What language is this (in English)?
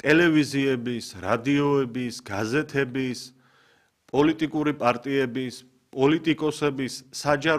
Georgian